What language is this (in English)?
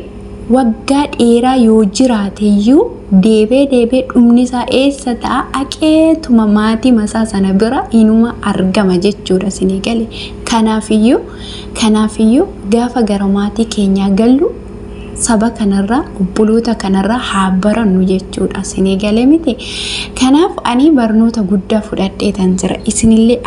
Oromo